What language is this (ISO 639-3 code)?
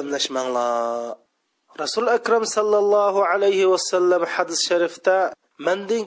uig